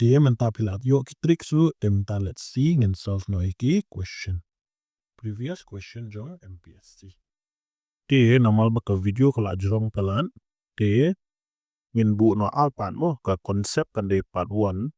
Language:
Khasi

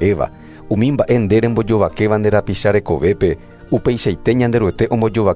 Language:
Guarani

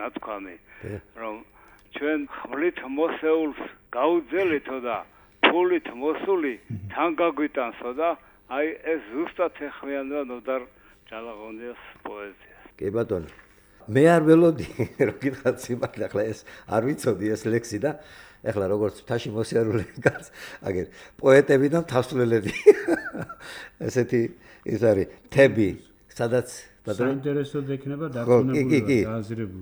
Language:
Georgian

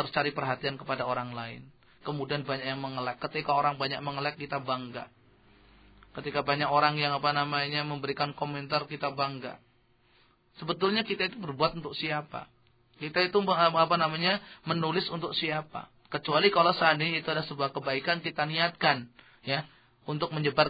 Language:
Indonesian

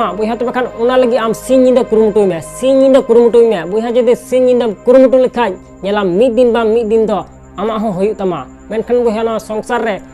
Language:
Santali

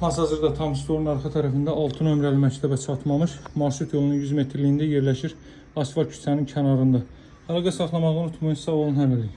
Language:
Azerbaijani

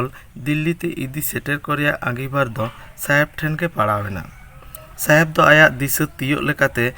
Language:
Santali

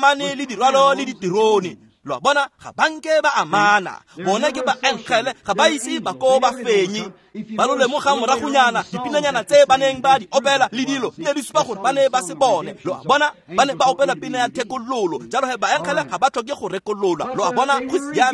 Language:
Tswana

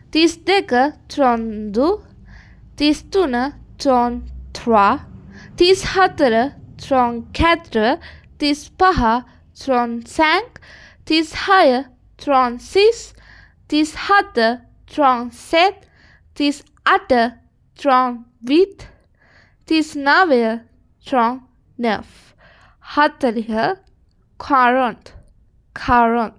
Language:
Sinhala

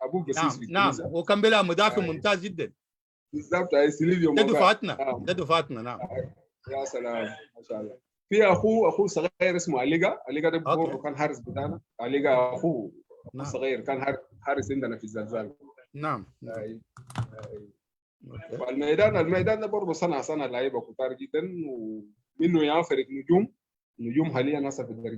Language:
Sudanese Arabic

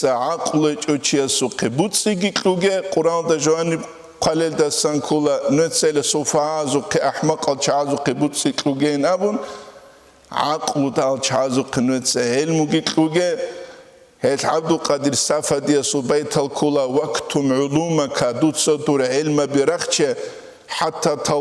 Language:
Avaric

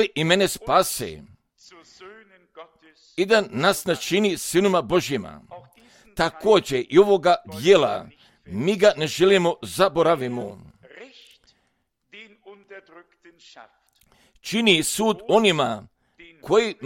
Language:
Croatian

